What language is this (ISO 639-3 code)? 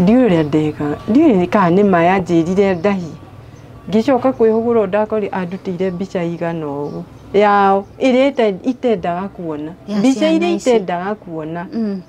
kik